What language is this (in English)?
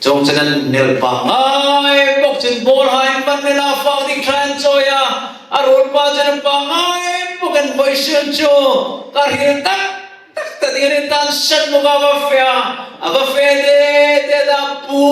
Hmar